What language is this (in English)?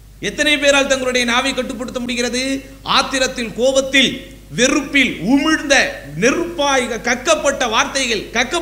Tamil